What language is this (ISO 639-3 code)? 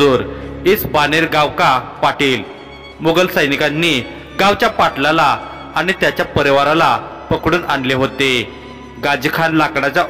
mar